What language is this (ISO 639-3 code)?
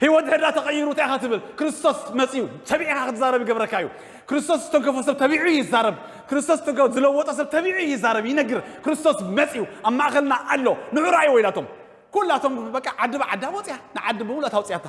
tir